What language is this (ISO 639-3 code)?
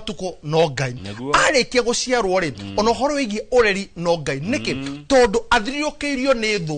kik